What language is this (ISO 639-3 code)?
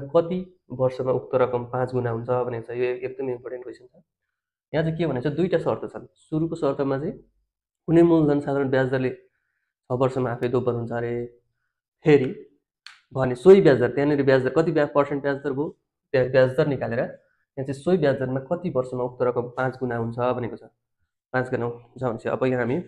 nep